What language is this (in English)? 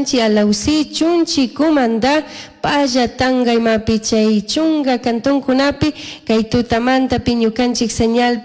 Chimborazo Highland Quichua